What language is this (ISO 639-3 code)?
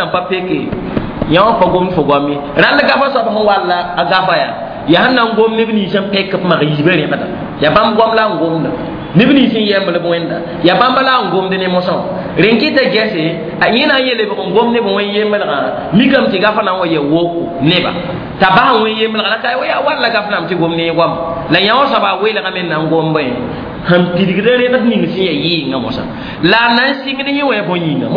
mos